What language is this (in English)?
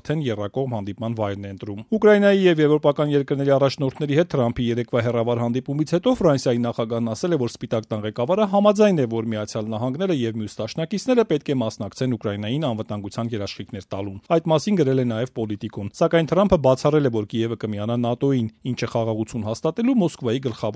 Armenian